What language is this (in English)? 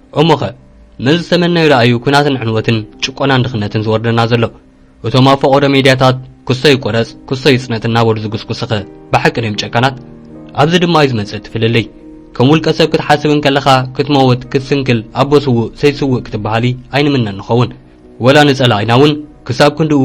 Tigrinya